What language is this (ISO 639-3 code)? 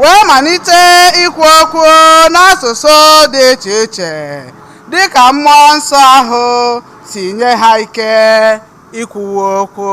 ibo